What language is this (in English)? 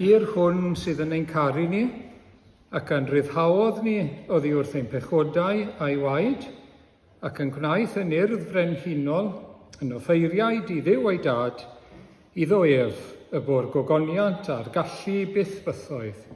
Welsh